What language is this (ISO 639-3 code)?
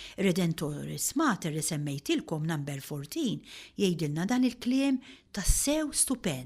mlt